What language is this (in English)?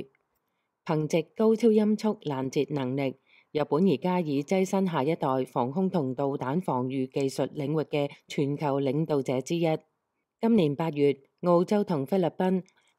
Cantonese